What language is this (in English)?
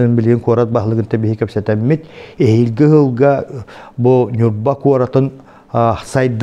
Yakut